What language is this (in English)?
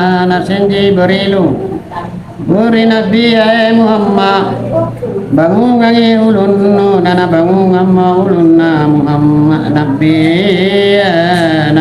Makasar